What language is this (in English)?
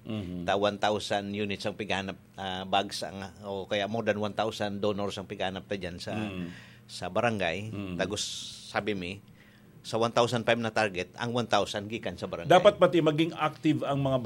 Bikol